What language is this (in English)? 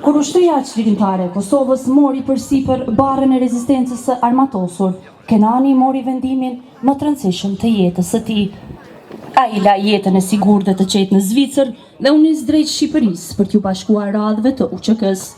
Albanian